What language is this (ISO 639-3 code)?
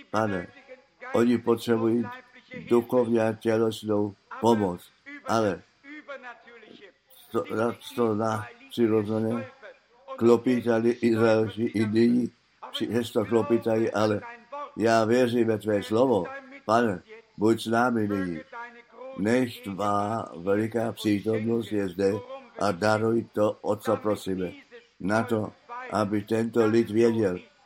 ces